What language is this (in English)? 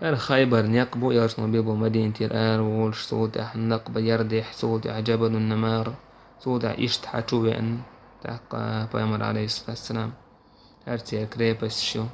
Chechen